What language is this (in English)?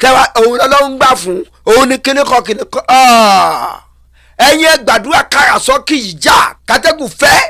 Yoruba